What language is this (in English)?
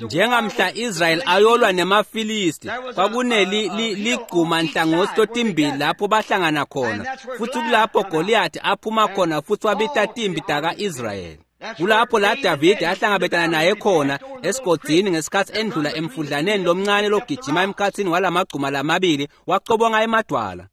Swati